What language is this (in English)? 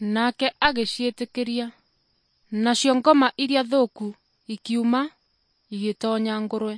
Kikuyu